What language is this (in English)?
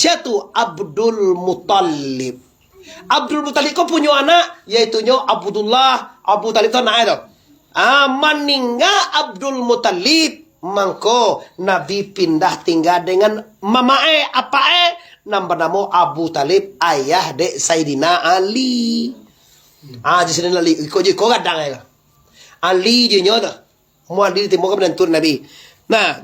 Minangkabau